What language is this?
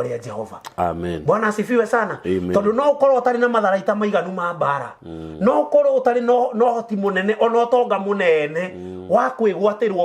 Kikuyu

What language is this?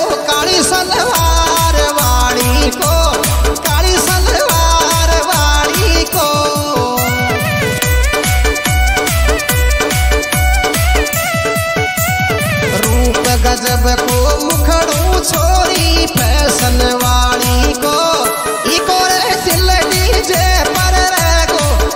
Rajasthani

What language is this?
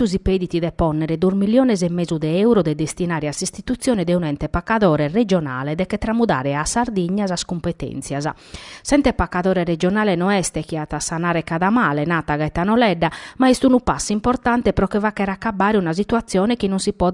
Sardinian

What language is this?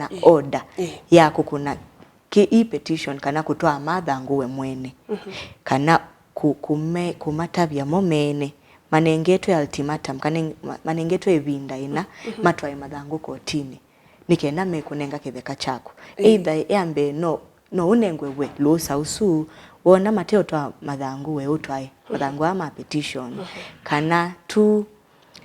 Kamba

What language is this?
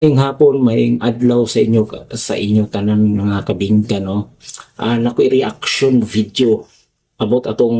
Cebuano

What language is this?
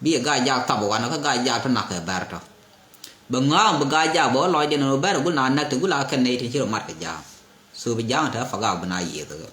Nuer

